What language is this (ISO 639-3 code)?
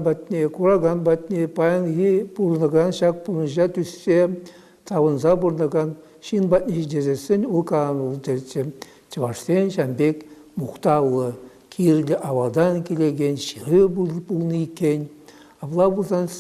chv